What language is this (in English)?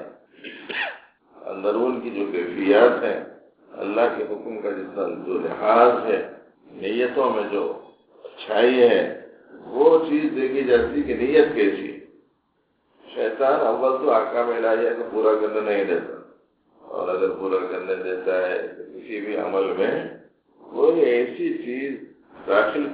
Urdu